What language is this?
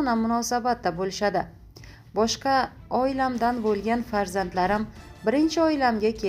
Uzbek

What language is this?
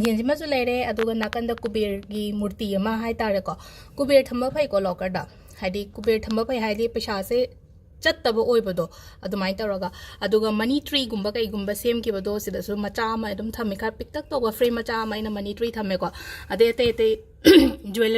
Manipuri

